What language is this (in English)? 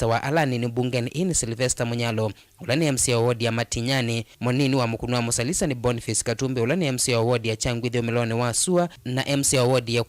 Kamba